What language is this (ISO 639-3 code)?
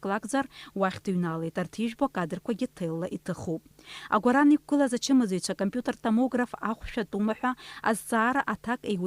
abk